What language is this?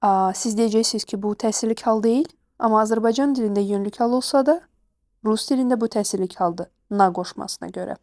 Azerbaijani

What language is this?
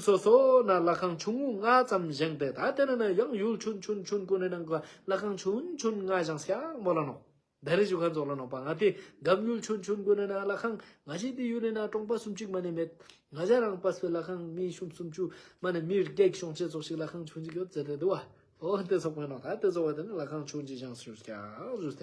Tibetan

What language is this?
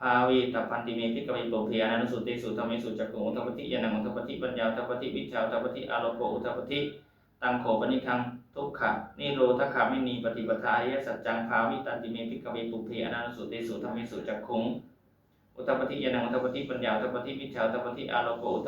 Pali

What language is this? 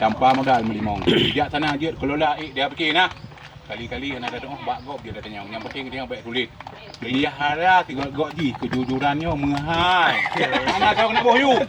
Achinese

